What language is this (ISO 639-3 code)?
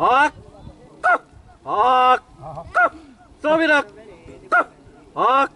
xav